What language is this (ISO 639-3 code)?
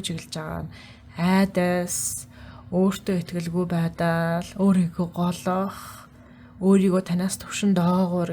mon